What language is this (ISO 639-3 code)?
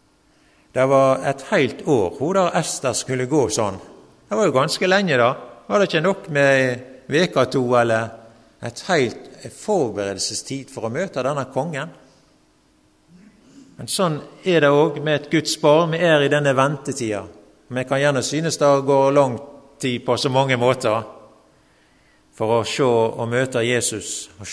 nor